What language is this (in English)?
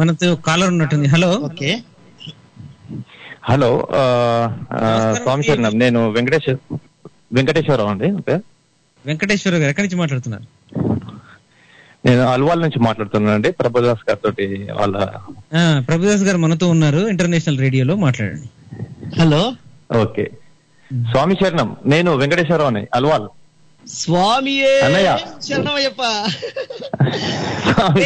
Telugu